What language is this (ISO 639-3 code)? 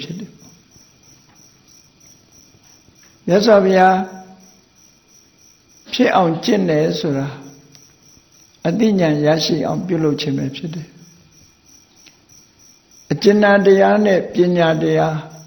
mya